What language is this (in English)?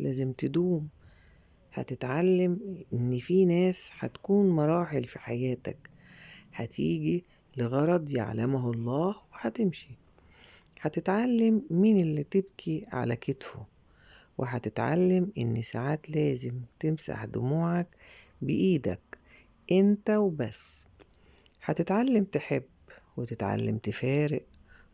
Egyptian Arabic